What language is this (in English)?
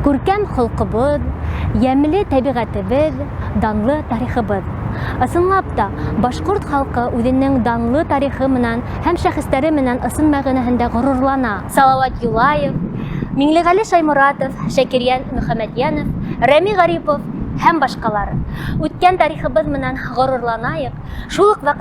Bashkir